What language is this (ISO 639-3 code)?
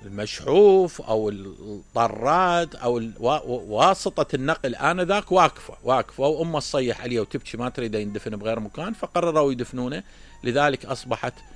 acm